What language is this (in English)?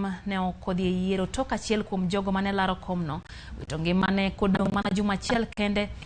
Luo (Kenya and Tanzania)